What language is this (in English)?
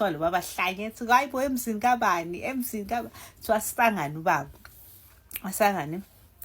Zulu